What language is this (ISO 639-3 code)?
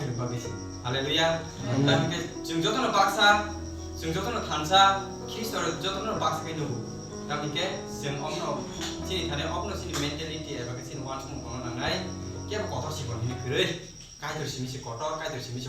trp